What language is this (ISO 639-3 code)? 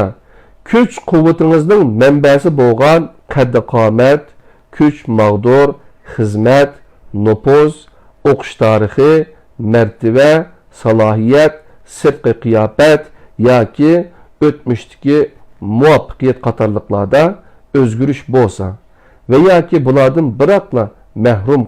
uig